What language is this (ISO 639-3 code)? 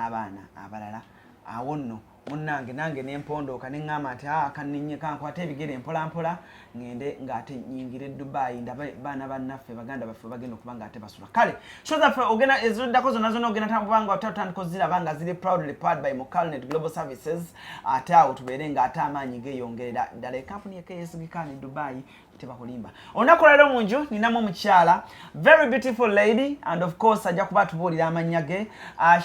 lug